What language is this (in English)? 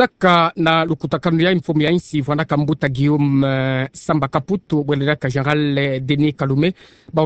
Kituba (Democratic Republic of Congo)